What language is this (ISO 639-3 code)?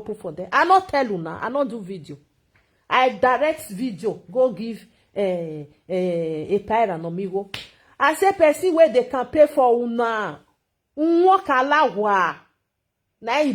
pcm